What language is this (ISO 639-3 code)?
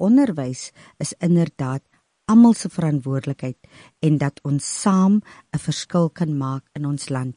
afr